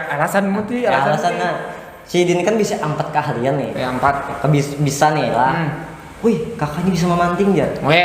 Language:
Banjar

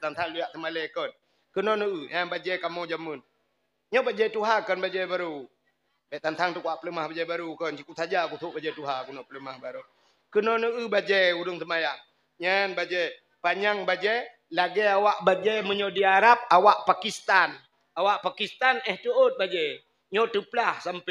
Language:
Achinese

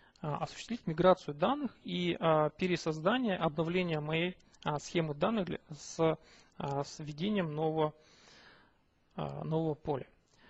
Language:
Russian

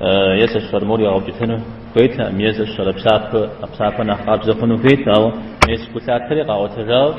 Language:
Kabardian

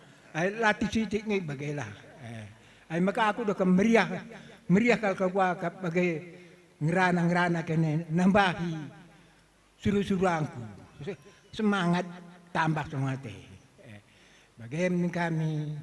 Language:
Batak Karo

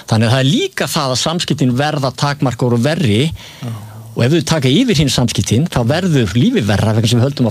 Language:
Icelandic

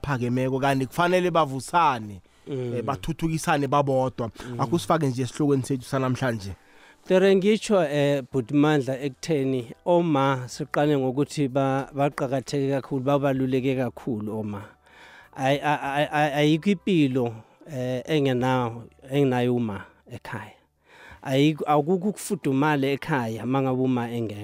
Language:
South Ndebele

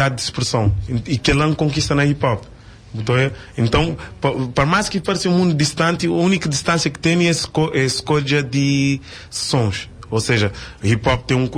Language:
Kabuverdianu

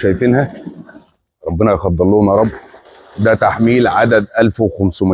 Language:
Egyptian Arabic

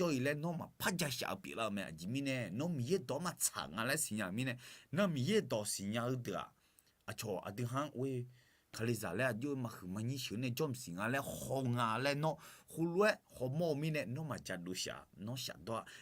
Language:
Akha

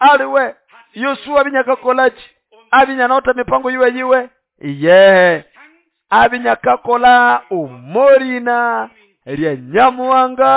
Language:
Nande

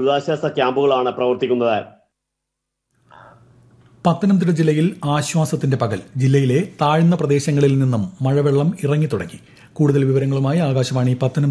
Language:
Malayalam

